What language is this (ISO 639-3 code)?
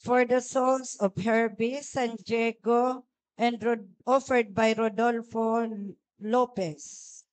bik